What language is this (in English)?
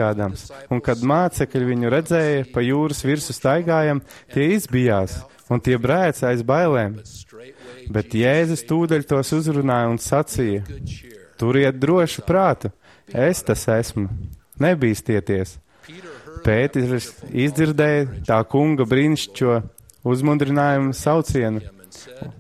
Latvian